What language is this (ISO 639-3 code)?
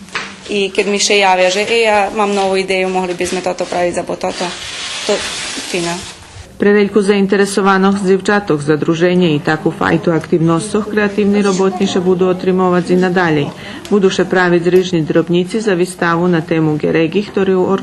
rue